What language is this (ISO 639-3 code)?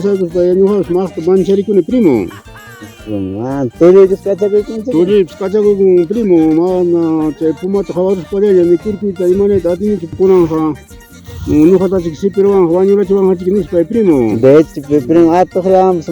quy